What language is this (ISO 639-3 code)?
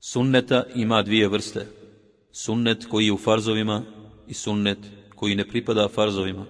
bos